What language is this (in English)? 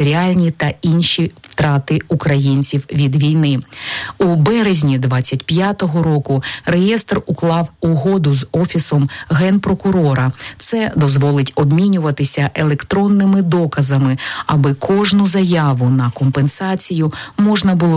Ukrainian